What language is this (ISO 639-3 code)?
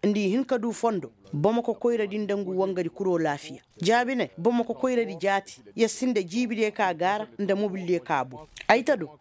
ses